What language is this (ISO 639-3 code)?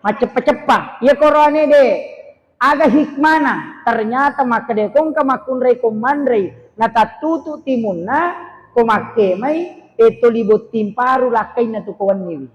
bug